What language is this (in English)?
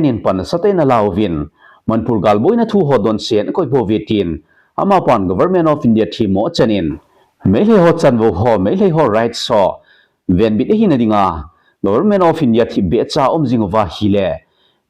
Thado Chin